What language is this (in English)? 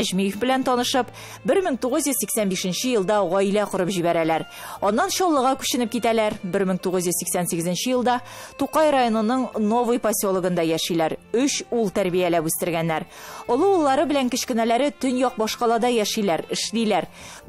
Tatar